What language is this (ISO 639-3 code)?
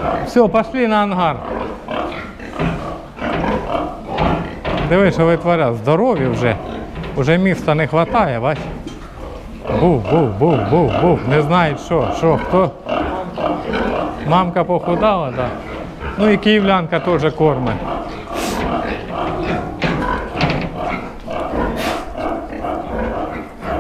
ukr